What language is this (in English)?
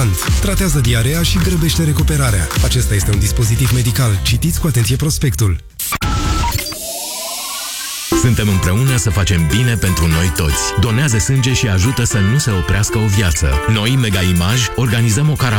Romanian